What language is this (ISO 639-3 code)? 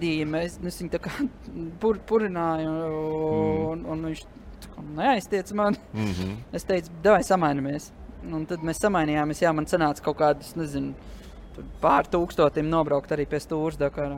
lav